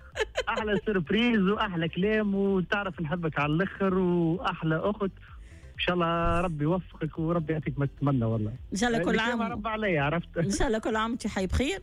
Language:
Tunisian Arabic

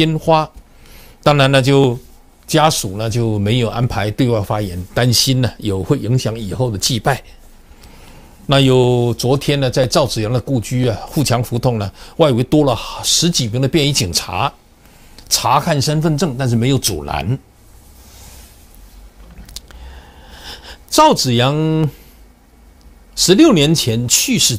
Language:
Chinese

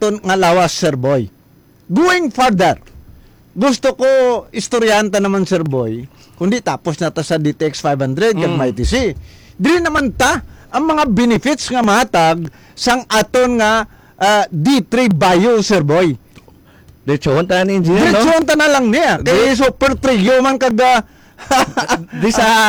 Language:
Hiligaynon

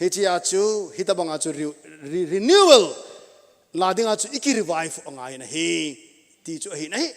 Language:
Thado Chin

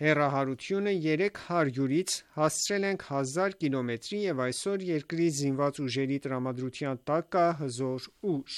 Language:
Armenian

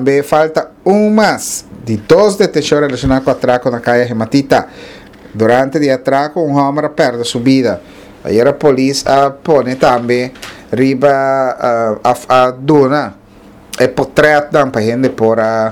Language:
Papiamento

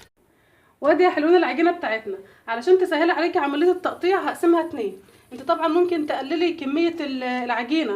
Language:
Egyptian Arabic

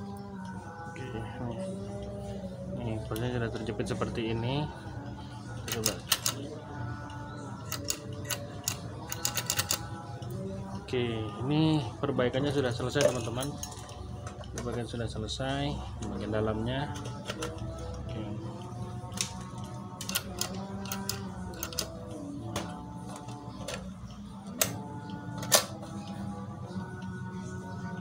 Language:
Indonesian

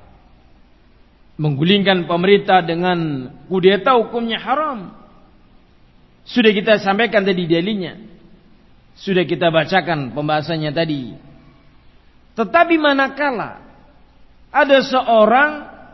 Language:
Indonesian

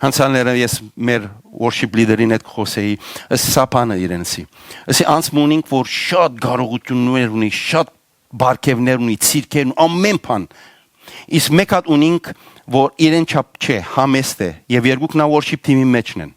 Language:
Western Armenian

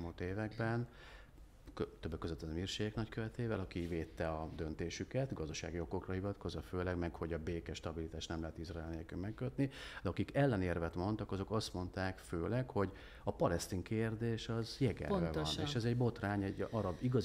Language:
Hungarian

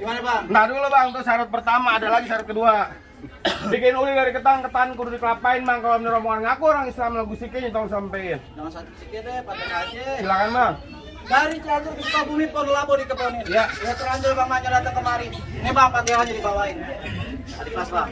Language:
Betawi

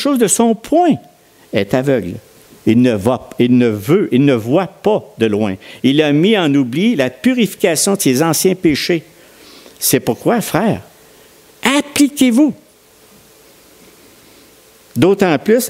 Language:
French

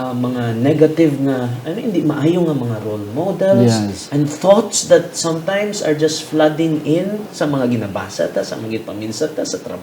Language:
Hiligaynon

